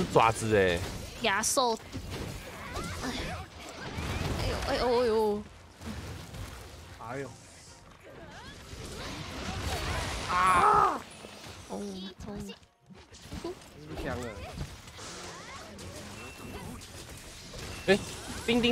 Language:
Chinese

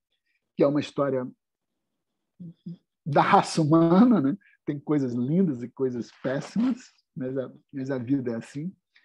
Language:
Portuguese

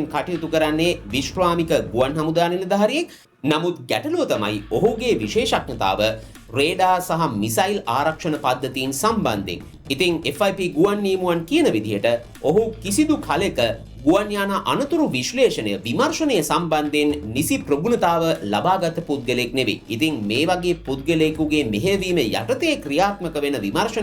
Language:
Sinhala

